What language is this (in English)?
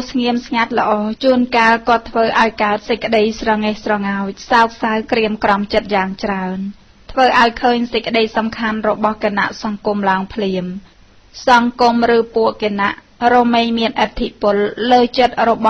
Khmer